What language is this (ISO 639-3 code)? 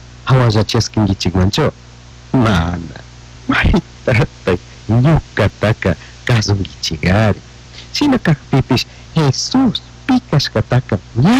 qug